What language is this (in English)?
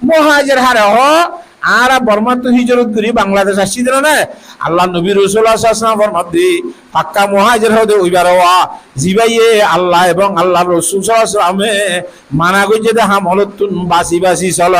Rohingya